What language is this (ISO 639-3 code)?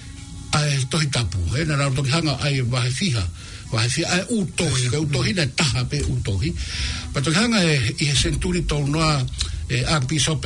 ton